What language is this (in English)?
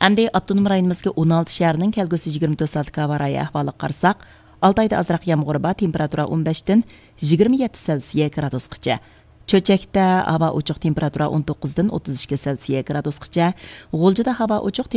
Uyghur